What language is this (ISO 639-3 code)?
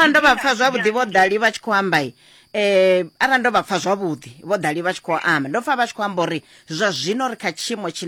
ven